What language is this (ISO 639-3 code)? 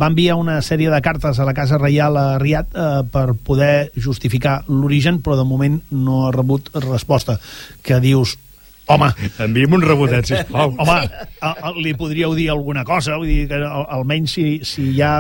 cat